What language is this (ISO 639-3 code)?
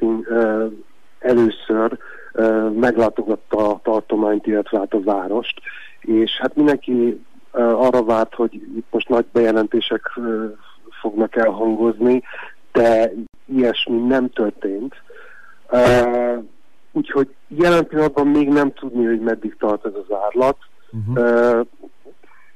hun